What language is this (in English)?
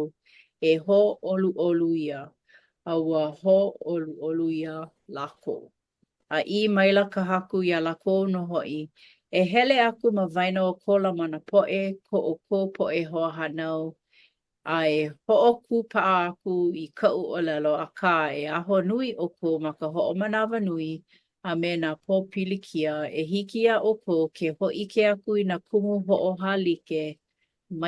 Hawaiian